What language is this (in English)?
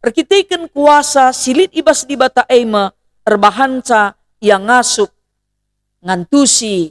Batak Karo